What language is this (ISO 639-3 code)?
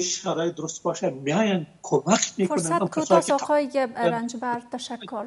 fas